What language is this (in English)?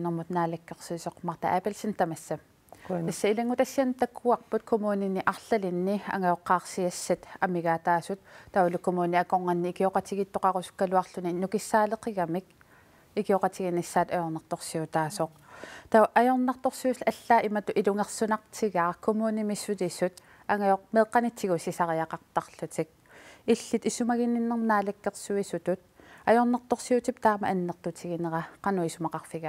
Kalaallisut